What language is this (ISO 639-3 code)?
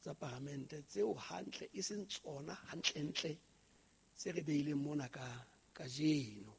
sot